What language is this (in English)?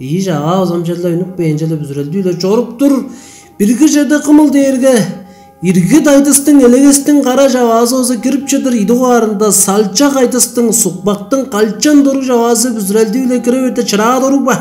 Tuvinian